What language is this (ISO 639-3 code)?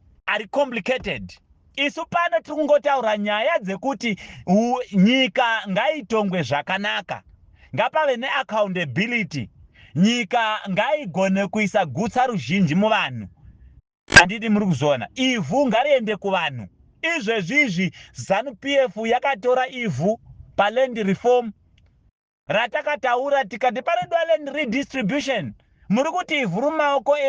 sna